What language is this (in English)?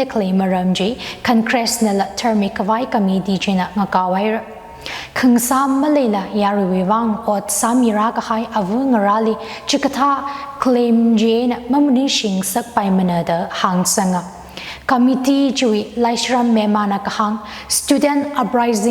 Tangkhul Naga (India)